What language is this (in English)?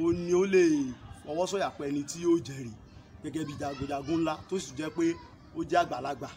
Yoruba